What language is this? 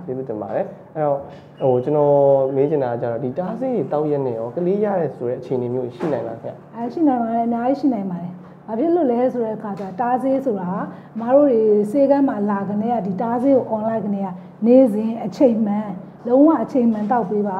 Burmese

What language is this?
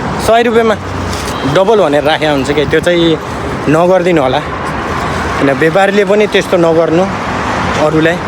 Nepali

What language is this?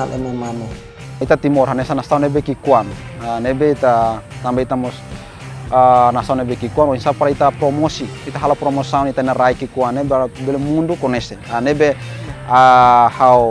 Tetum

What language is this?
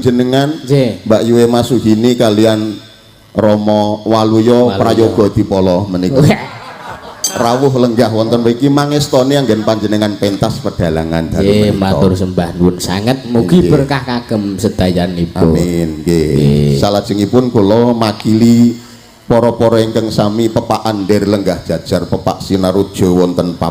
Javanese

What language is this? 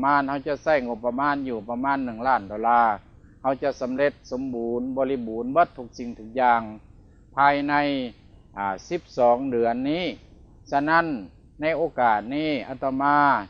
Lao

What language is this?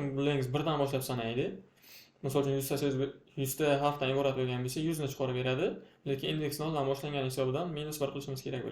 Uzbek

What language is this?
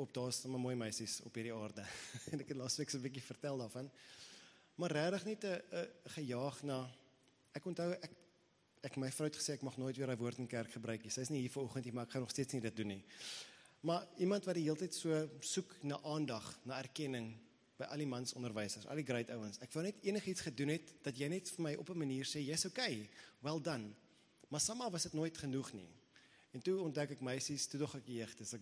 Afrikaans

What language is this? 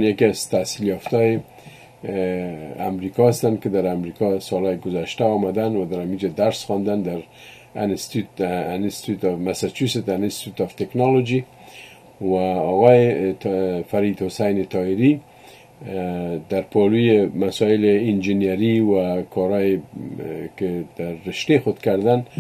Persian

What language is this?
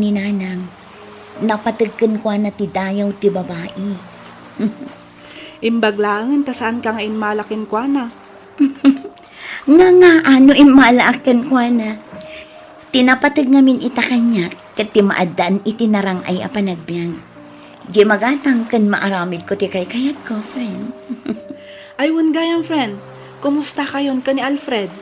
Iloko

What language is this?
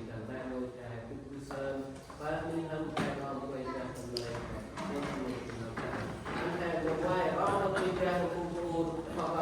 Central Mnong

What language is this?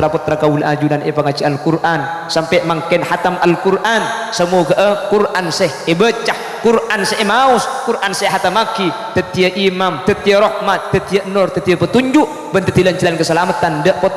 Madurese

